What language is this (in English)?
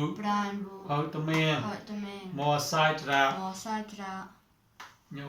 Mon